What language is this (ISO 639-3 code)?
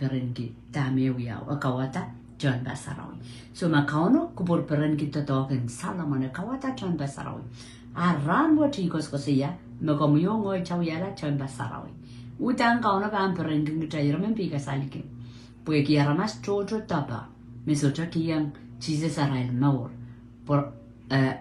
pon